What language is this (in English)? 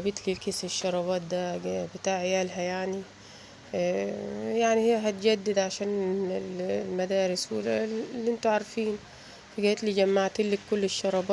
Egyptian Arabic